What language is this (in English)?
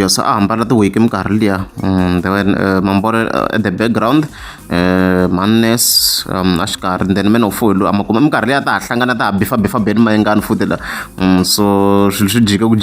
Tsonga